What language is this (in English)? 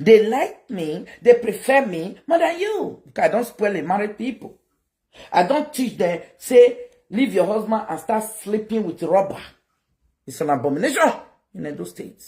Nigerian Pidgin